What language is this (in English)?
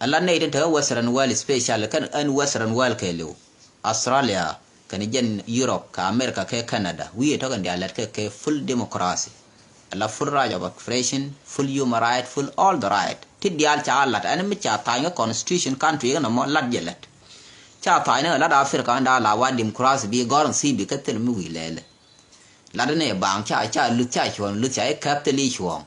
Nuer